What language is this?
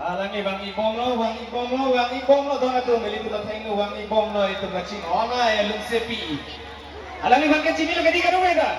Karbi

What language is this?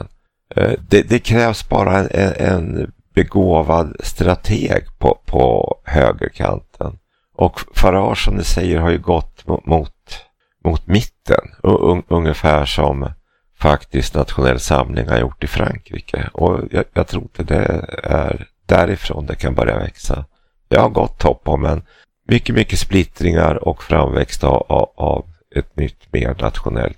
Swedish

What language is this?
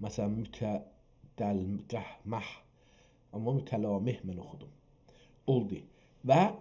South Azerbaijani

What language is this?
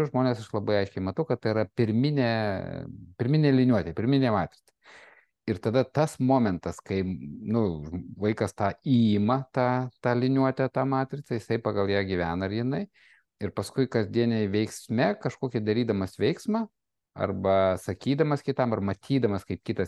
Lithuanian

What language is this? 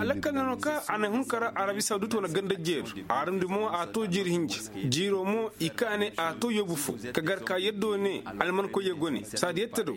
Koyraboro Senni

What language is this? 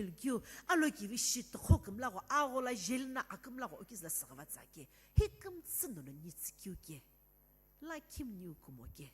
Sumi Naga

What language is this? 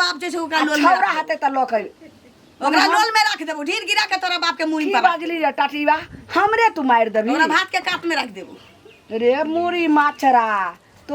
Maithili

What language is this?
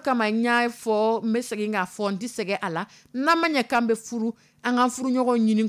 Dyula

